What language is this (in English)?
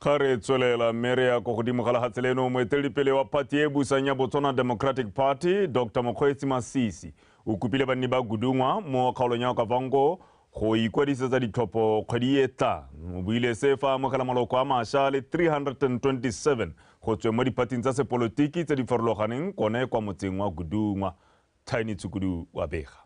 Tswana